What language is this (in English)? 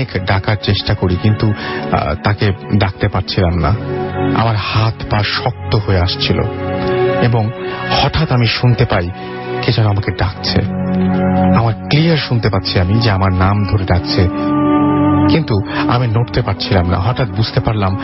Bangla